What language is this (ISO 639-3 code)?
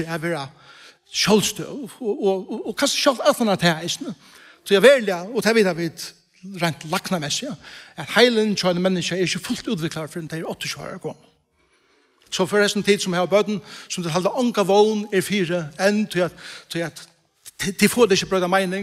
fao